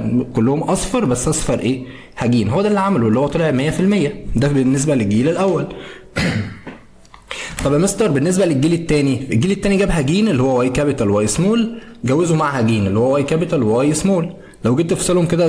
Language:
Egyptian Arabic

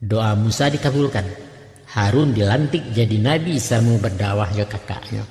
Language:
Minangkabau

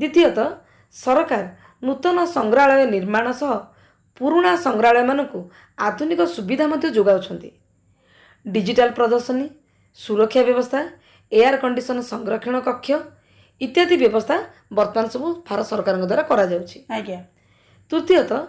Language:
Odia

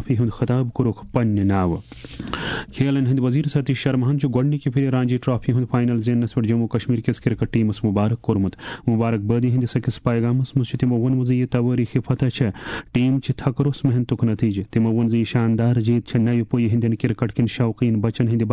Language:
Kashmiri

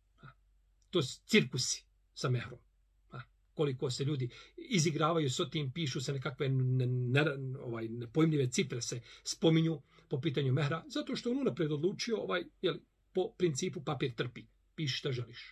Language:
Bosnian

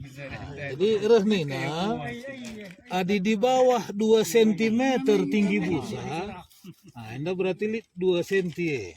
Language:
Batak Karo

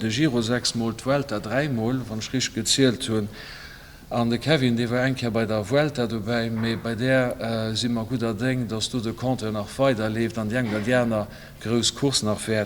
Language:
Luxembourgish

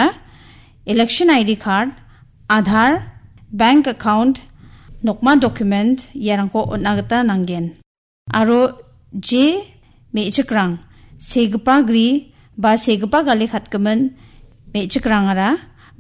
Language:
Garo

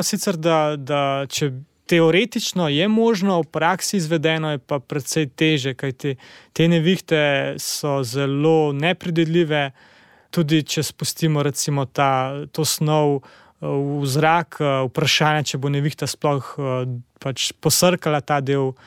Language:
Slovenian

